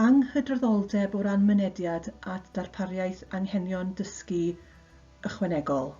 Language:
Welsh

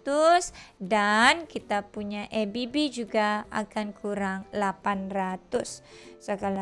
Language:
Malay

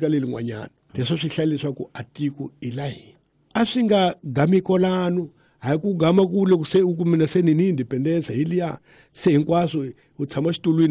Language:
Tsonga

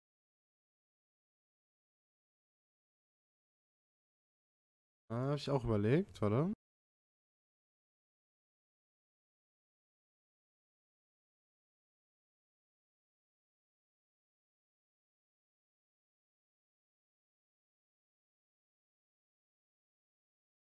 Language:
German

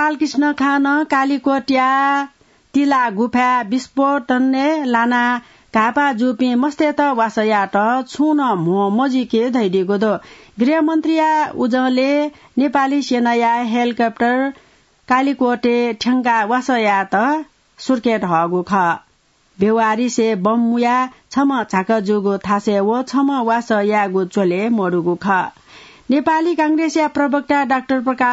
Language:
Newari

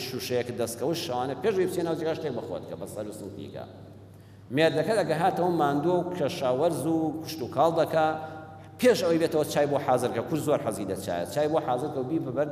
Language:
Central Kurdish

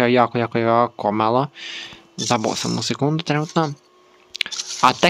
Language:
Croatian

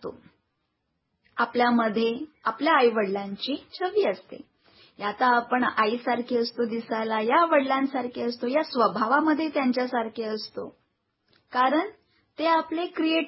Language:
Marathi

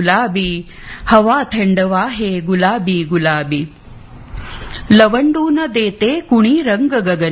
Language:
Marathi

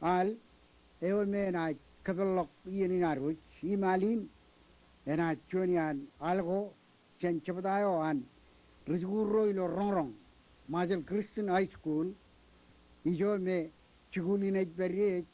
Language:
Marshallese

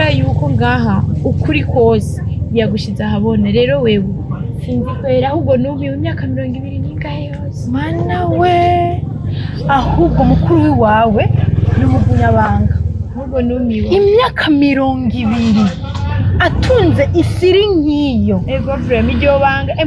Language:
Rundi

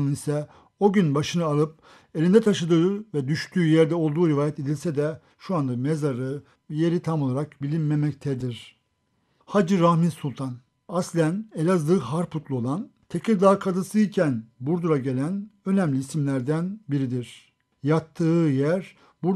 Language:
Turkish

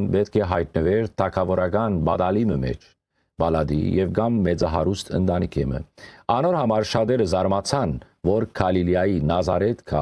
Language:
Western Armenian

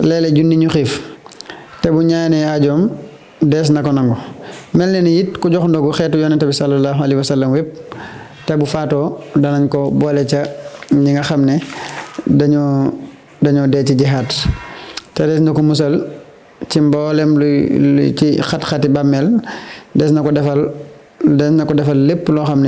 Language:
Wolof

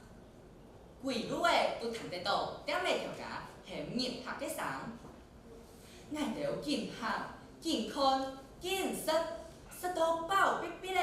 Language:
Hakka Chinese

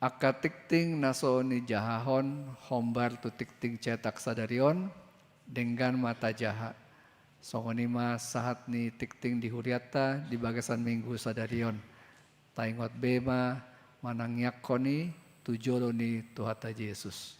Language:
Batak Toba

